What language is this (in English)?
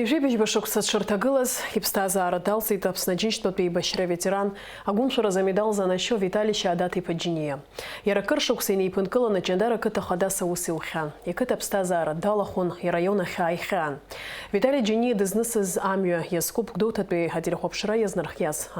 Abkhazian